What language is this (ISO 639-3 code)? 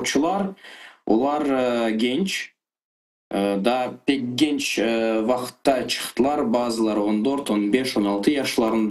crh